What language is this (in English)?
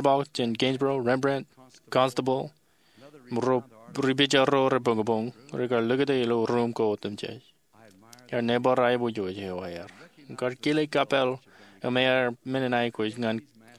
Marshallese